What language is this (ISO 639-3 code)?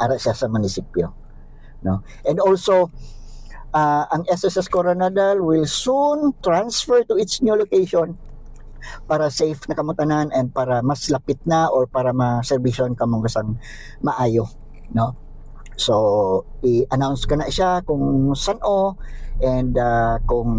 hil